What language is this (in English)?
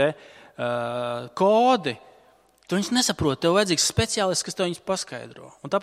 Latvian